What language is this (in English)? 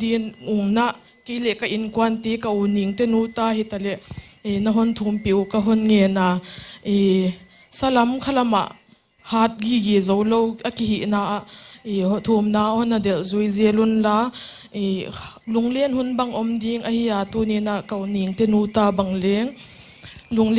Paite Chin